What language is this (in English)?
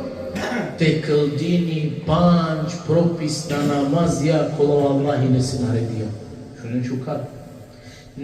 Balkan Romani